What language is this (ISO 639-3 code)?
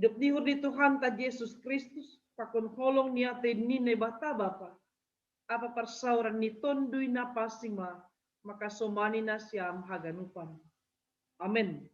bts